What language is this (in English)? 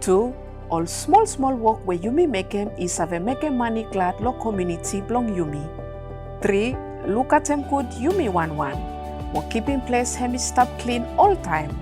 Bislama